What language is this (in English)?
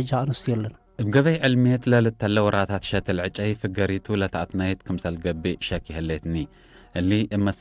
Tigre